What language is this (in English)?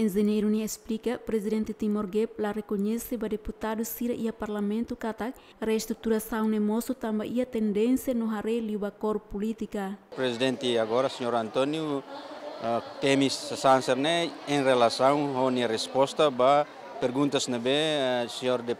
Tetum